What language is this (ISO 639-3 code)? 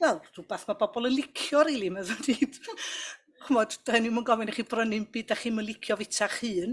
cym